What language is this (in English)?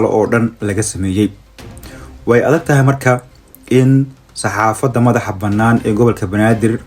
Somali